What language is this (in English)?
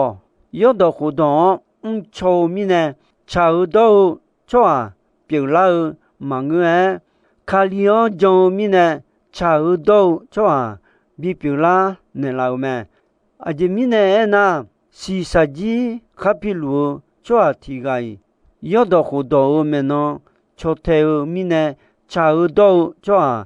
Akha